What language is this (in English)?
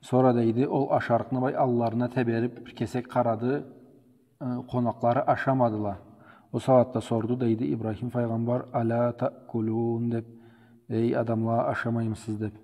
Karachay-Balkar